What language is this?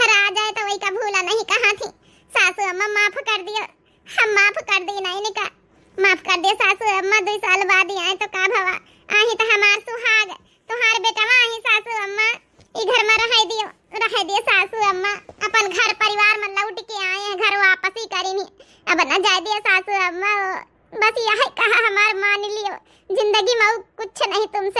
Awadhi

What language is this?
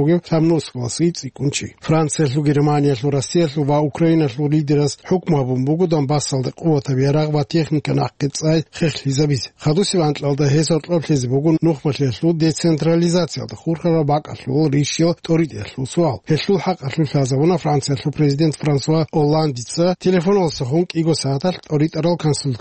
Avaric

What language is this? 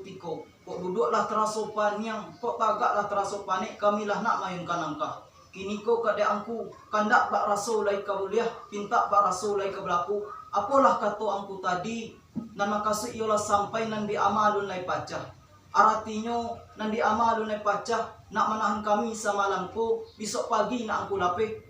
Minangkabau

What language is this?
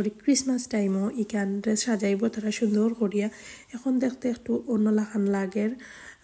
Sylheti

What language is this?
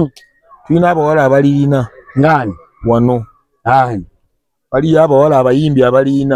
Ganda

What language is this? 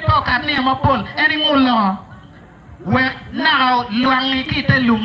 Acoli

